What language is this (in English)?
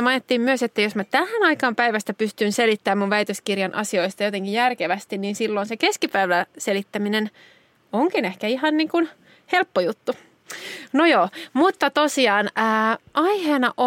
Finnish